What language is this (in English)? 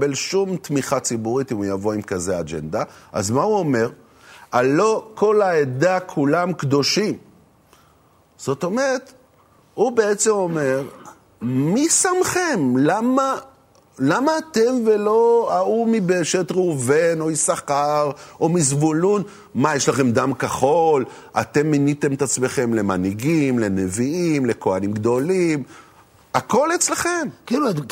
Hebrew